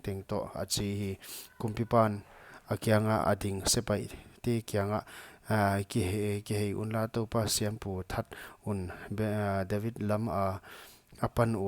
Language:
Paite Chin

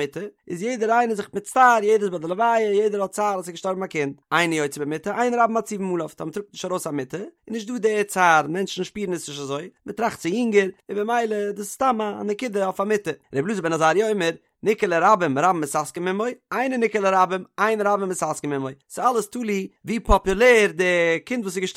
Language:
Yiddish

